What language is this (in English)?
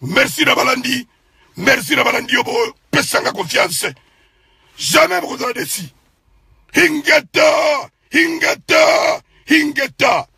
Lingala